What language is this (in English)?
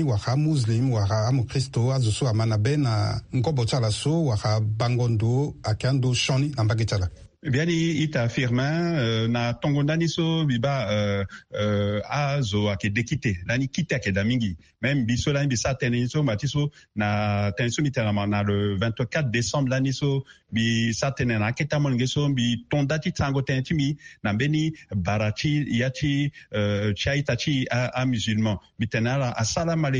Sango